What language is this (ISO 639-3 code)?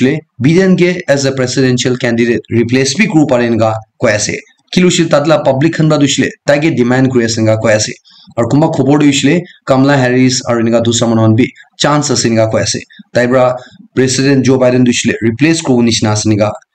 nag